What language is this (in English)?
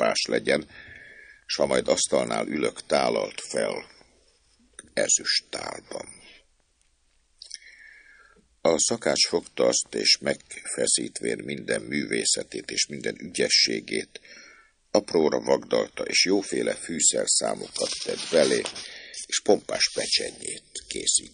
Hungarian